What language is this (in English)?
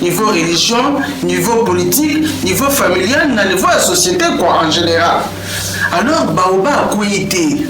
Lingala